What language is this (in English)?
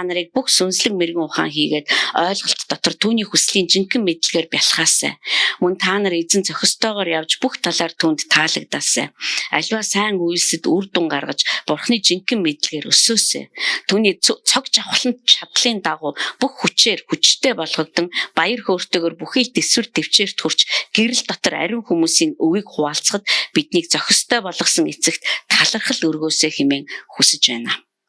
Mongolian